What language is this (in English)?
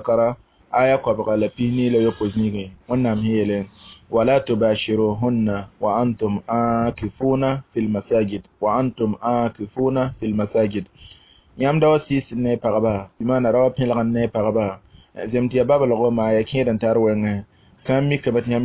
Mossi